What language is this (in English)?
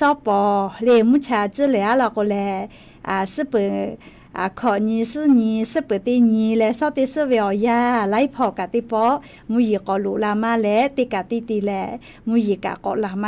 Lahu